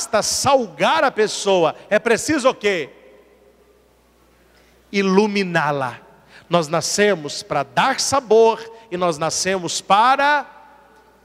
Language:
Portuguese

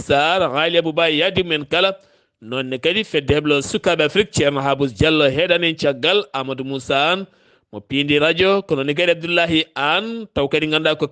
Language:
Fula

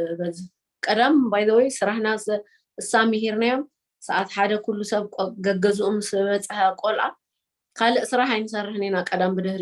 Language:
Tigrinya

